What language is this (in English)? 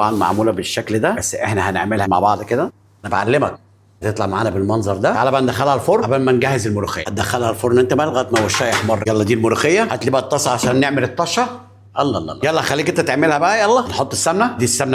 Egyptian Arabic